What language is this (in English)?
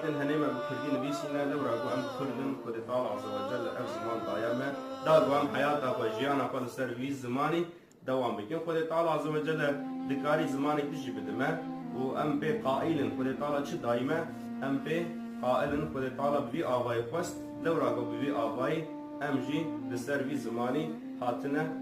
Kurdish